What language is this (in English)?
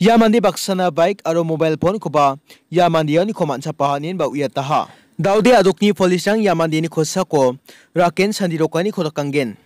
Garo